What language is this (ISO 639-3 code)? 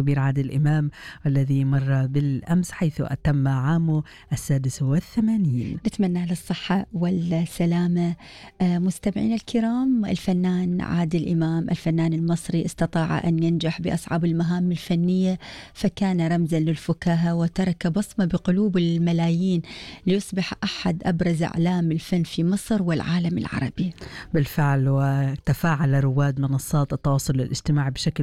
ara